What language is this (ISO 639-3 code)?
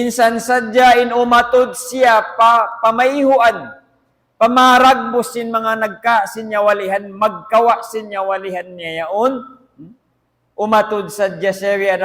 tsg